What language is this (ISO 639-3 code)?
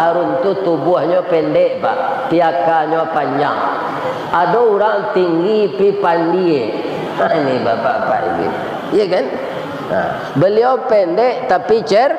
min